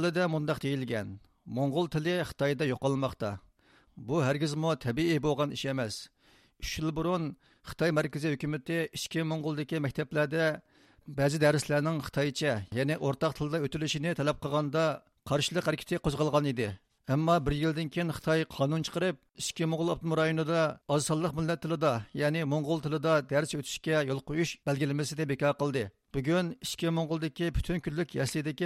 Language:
Uyghur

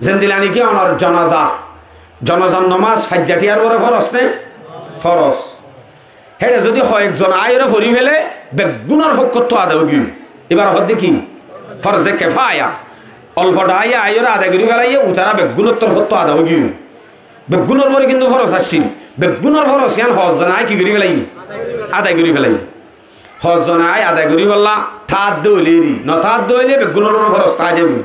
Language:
Rohingya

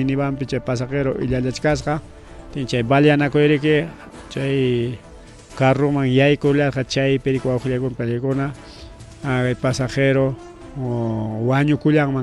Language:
Ayacucho Quechua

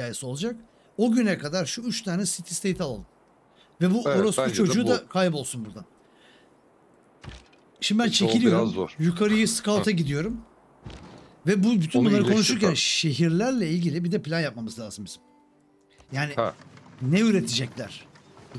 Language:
Turkish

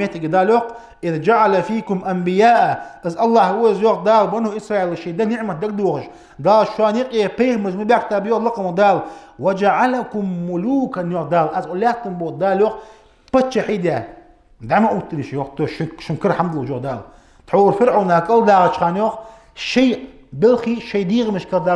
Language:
Ingush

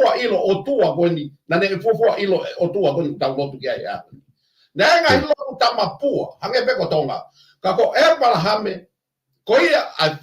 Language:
Tongan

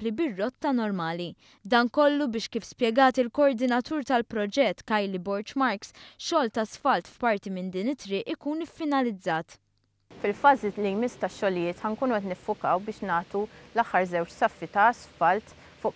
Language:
Maltese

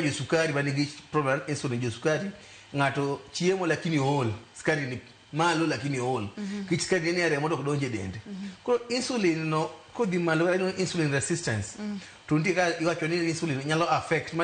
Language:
Luo (Kenya and Tanzania)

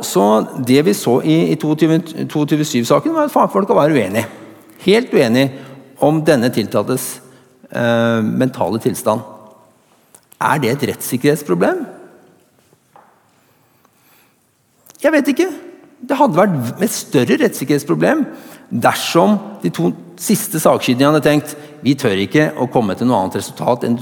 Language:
Norwegian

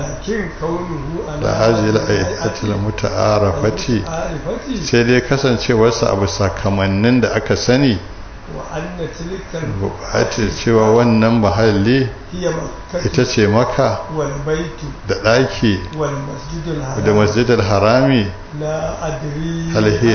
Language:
Hausa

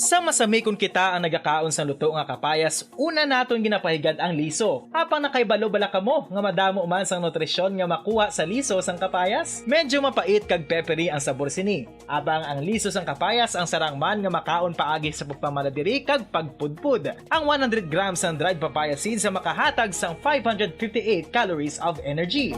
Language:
Hiligaynon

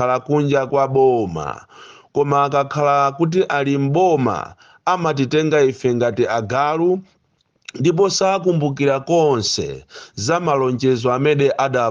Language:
Nyanja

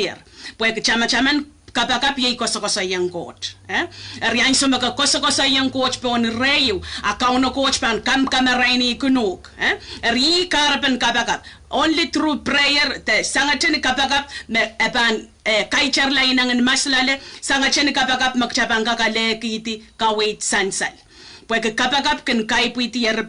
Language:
Pohnpeian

